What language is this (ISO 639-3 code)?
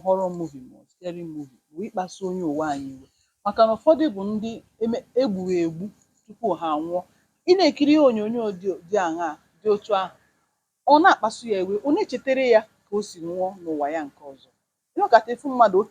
ibo